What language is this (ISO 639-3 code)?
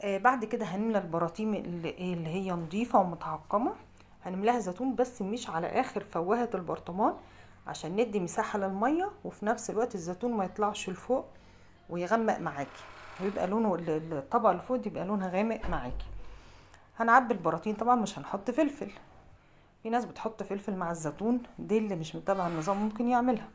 arz